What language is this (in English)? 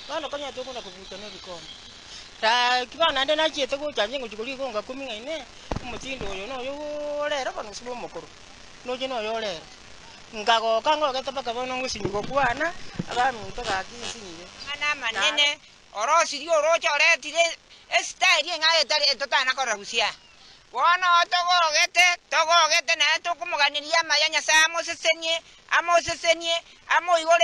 Gusii